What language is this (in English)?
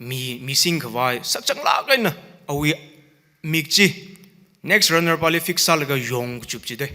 Tangkhul Naga (India)